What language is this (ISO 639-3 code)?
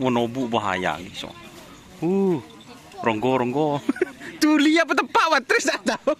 mad